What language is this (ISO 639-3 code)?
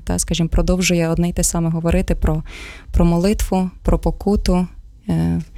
ukr